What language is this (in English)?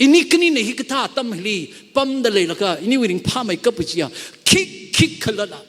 Tangkhul Naga (India)